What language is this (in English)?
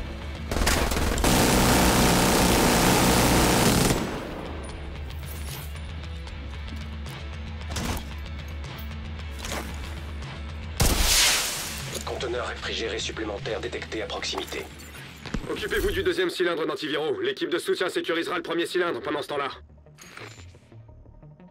French